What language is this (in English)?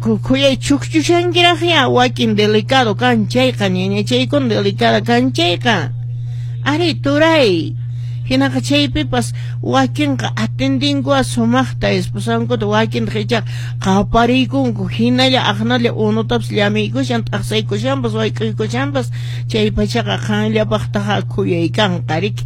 Quechua